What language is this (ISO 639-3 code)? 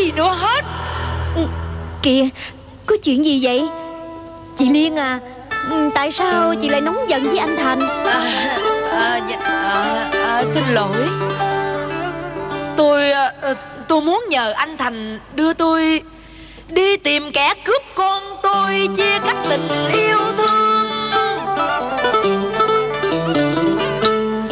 vie